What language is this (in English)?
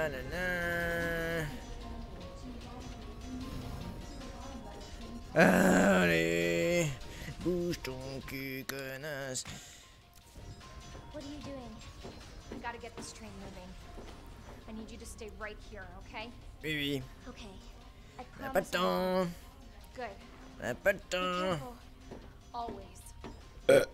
French